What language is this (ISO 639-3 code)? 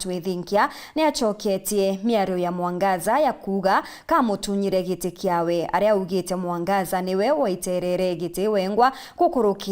mer